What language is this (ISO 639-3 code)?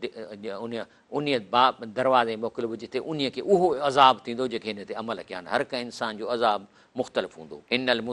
snd